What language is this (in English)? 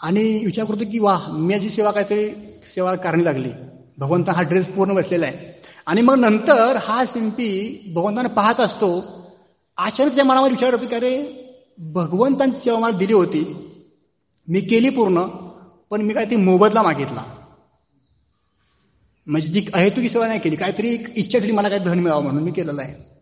Marathi